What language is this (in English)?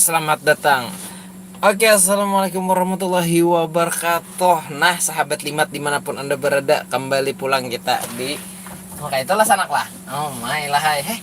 Banjar